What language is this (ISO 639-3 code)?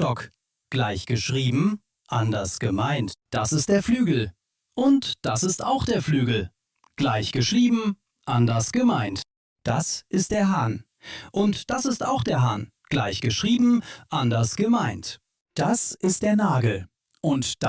deu